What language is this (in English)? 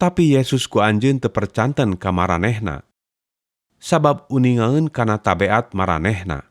Sundanese